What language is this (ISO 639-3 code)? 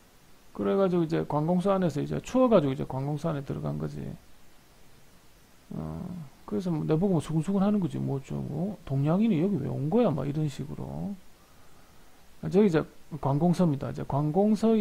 kor